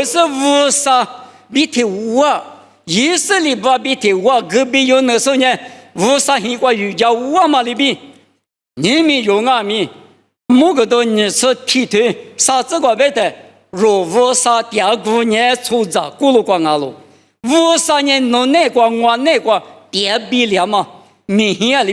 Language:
Lisu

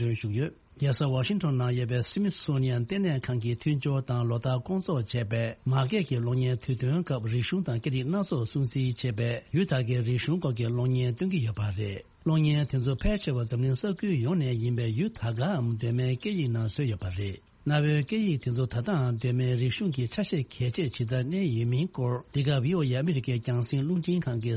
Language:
Tibetan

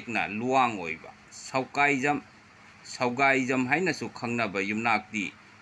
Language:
Manipuri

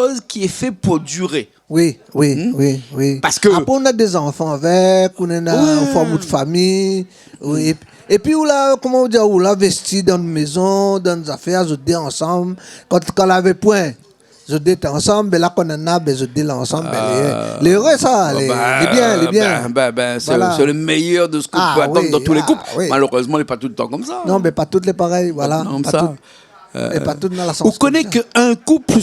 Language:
Réunion Creole French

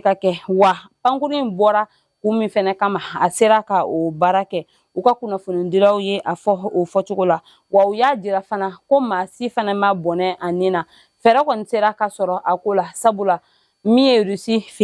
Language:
Bambara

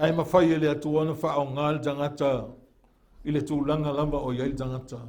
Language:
Samoan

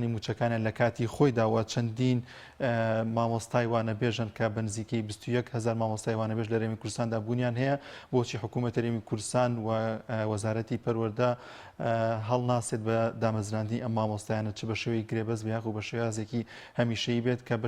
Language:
Central Kurdish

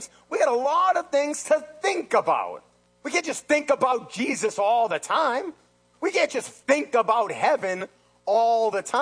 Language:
English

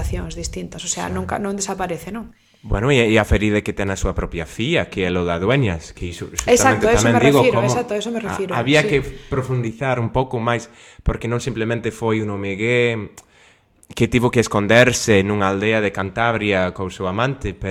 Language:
Galician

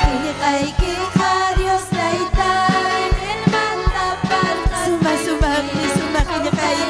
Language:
Ayacucho Quechua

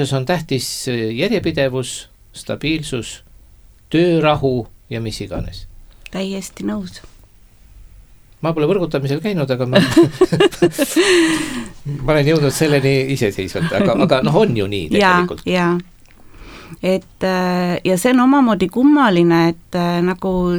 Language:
Estonian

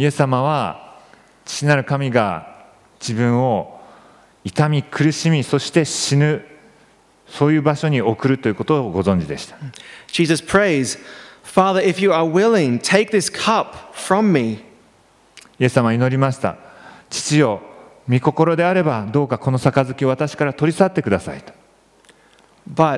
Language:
Japanese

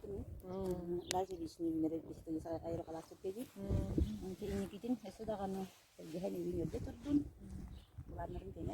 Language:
Yakut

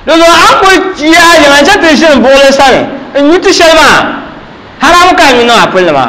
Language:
Dagbani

